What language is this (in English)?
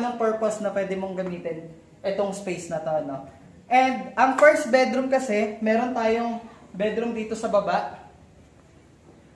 Filipino